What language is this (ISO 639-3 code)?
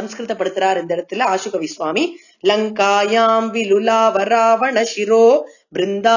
tam